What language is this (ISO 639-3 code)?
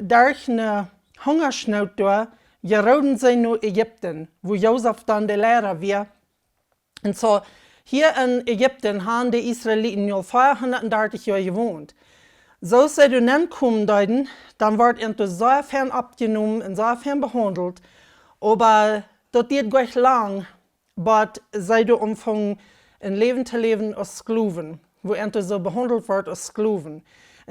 pdt